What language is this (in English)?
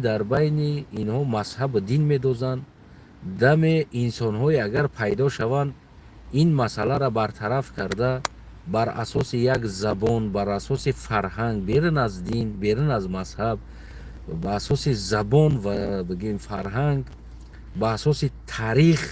Tajik